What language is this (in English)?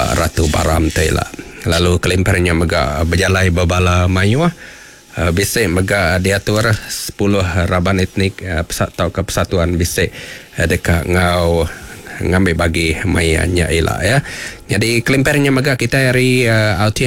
Iban